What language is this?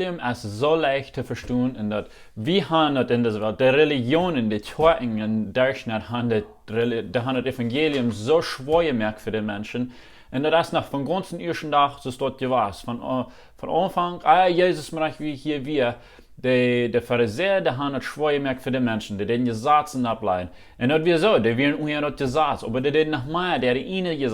Plautdietsch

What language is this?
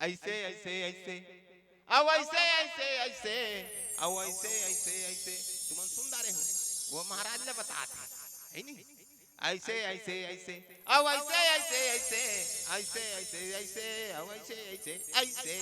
Chhattisgarhi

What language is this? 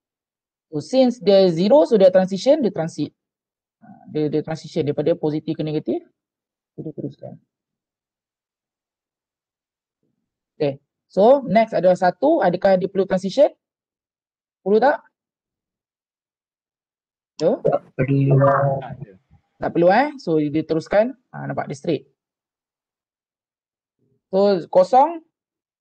Malay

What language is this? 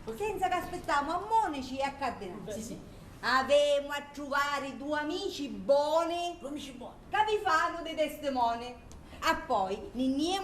Sicilian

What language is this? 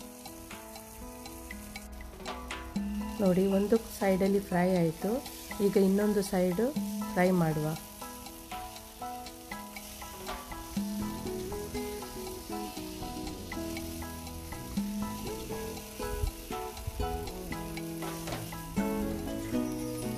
Kannada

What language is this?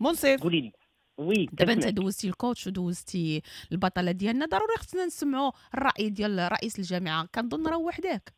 Moroccan Arabic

